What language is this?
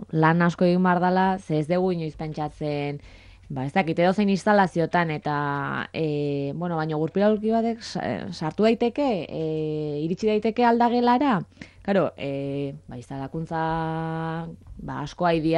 Basque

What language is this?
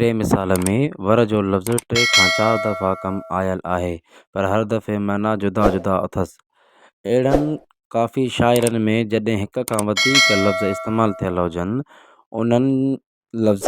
Sindhi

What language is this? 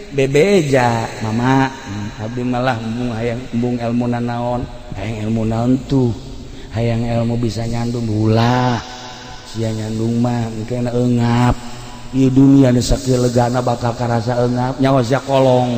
Sundanese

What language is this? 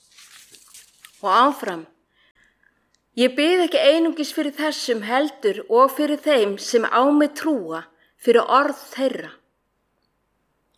Icelandic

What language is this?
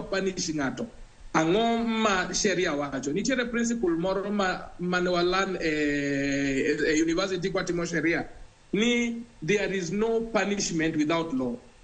Luo (Kenya and Tanzania)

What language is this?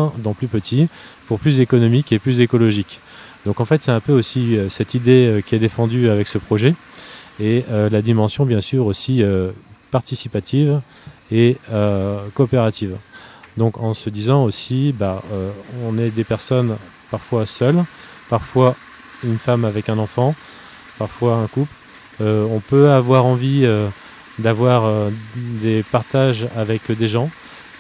French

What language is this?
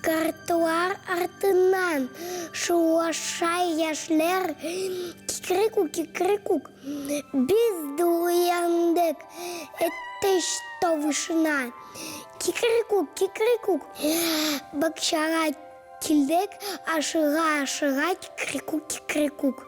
Tatar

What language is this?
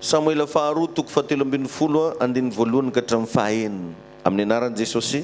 Malagasy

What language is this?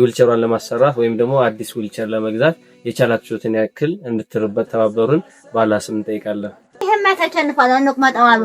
Amharic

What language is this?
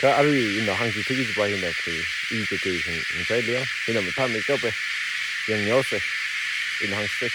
Tangkhul Naga (India)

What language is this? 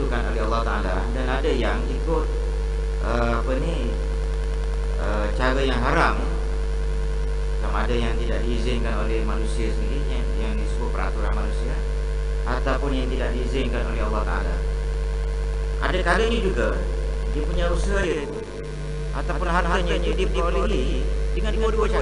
Malay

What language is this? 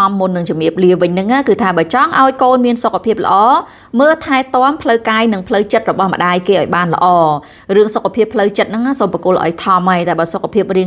Khmer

